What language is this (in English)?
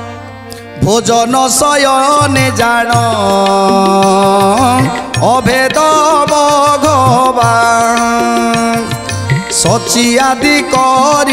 Odia